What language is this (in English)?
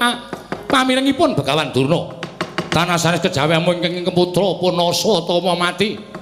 Javanese